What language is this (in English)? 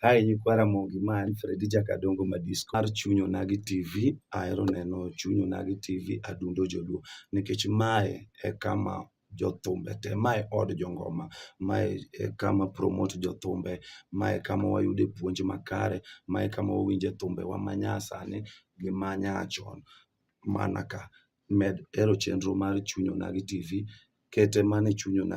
Luo (Kenya and Tanzania)